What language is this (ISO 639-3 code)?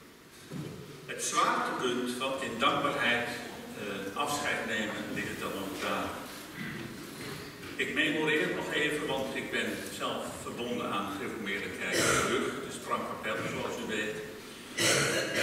nld